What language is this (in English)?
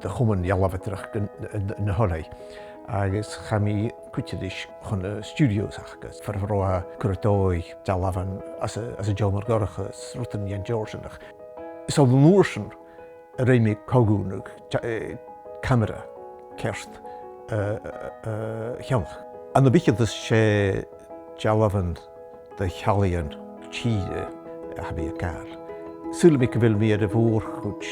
Scottish Gaelic